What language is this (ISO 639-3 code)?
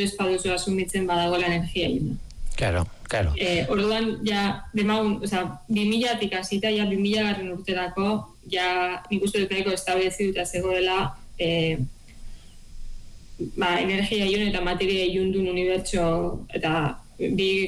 eus